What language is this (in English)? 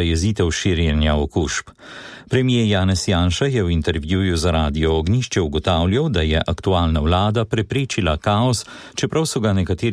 Slovenian